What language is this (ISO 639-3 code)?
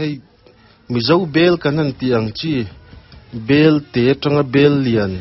lus